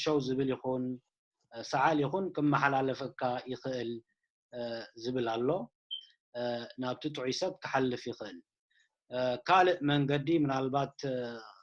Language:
Tigrinya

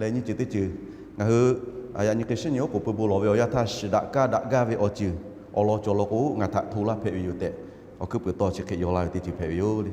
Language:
Lahu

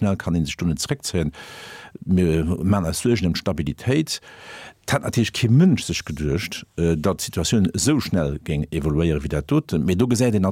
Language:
Luxembourgish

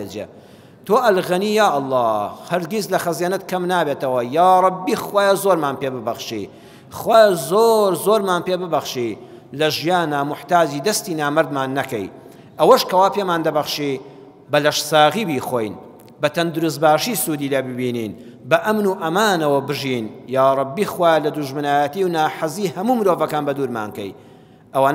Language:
Central Kurdish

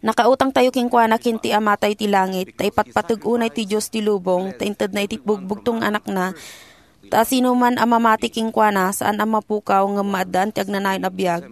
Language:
Iloko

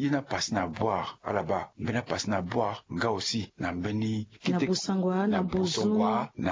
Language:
Sango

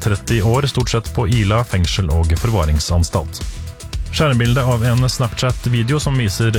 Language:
Norwegian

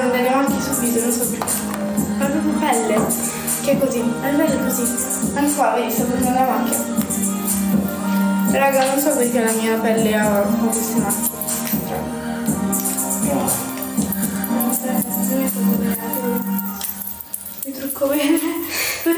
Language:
Italian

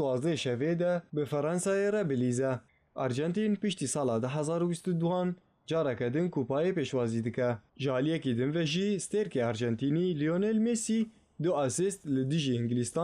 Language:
Kurdish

